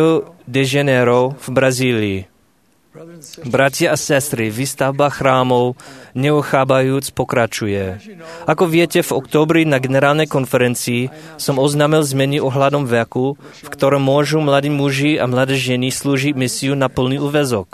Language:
Slovak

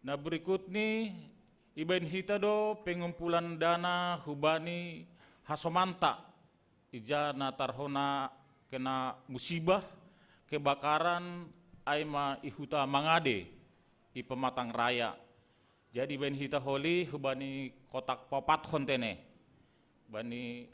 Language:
Batak Simalungun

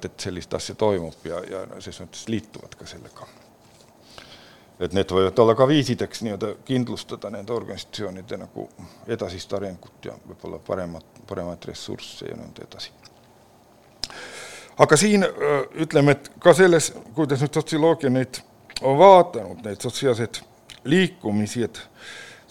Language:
Estonian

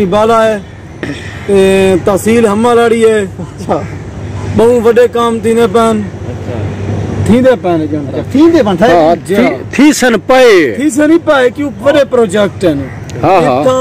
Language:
Saraiki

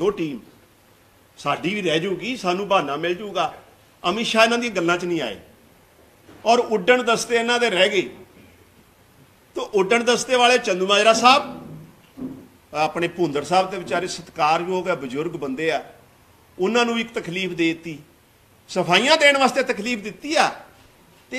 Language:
Punjabi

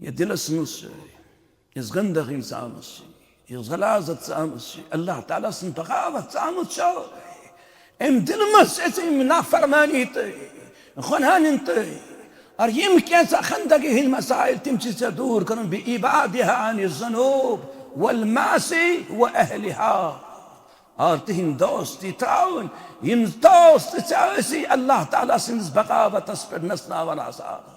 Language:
Kashmiri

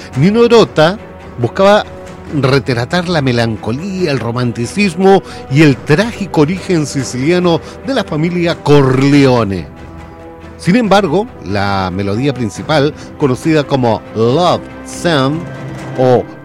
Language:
Spanish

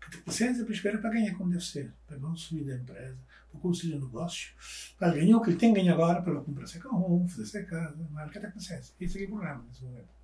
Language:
Kabuverdianu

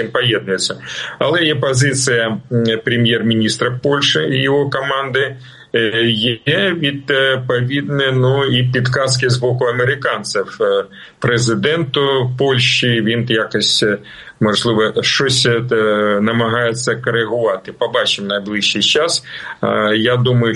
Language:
Ukrainian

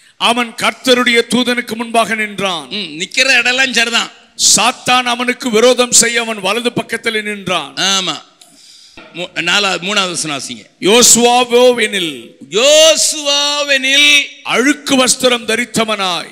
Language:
Tamil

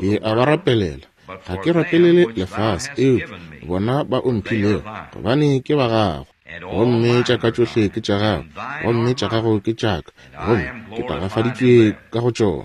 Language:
Northern Sotho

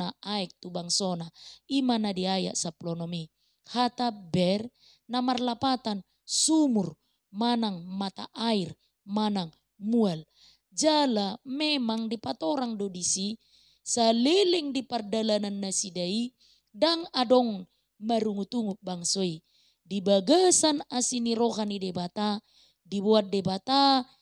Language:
Batak Toba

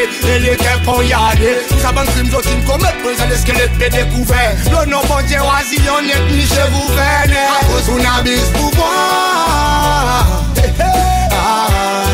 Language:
Seselwa Creole French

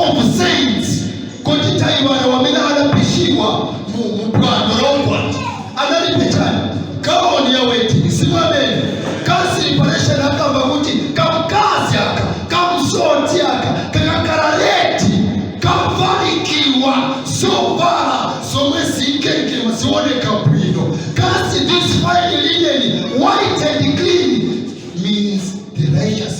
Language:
Nyanja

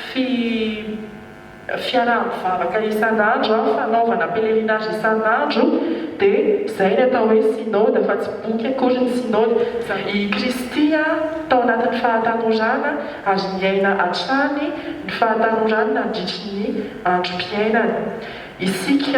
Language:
Malagasy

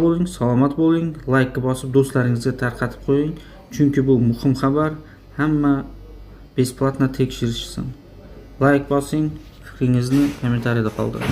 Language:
Uzbek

